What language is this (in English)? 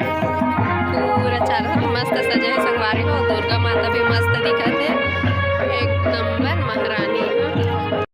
Chhattisgarhi